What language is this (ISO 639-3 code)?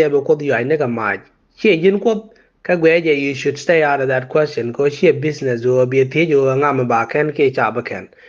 nus